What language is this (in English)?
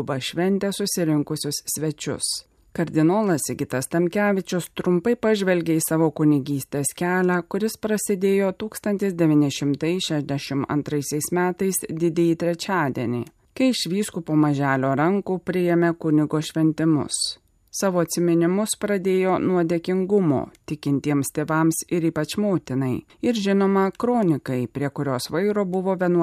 Lithuanian